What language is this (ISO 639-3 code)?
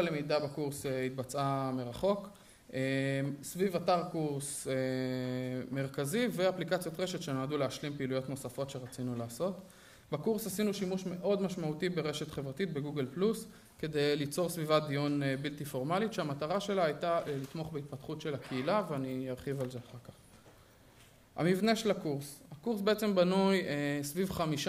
heb